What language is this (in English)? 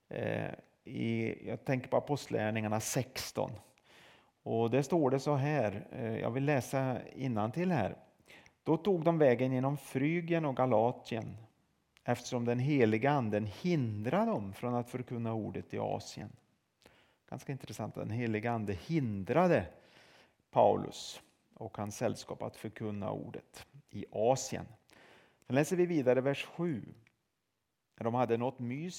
Swedish